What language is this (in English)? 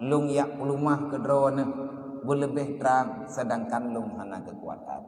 Achinese